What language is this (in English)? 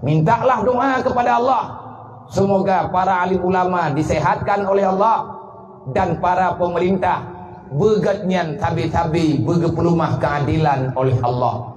Achinese